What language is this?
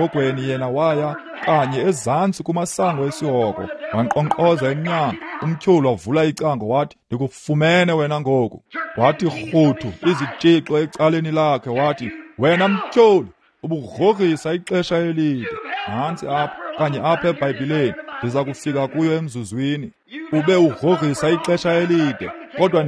Xhosa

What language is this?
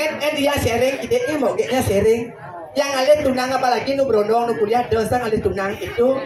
Balinese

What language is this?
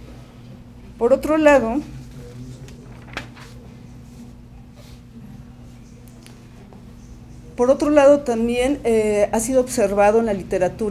Spanish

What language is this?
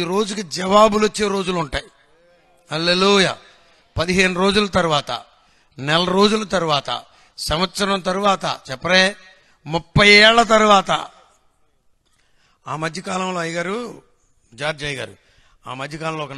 Telugu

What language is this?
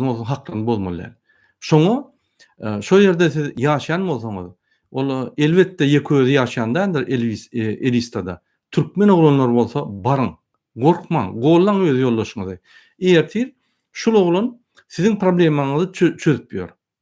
Turkmen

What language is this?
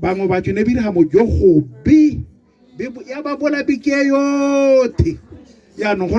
Tswana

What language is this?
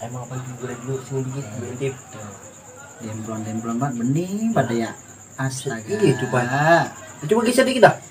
Betawi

